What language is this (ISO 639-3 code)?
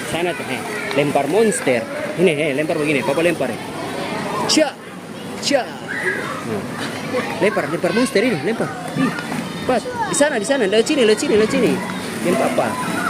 abs